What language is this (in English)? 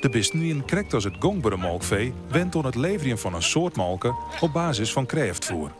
Western Frisian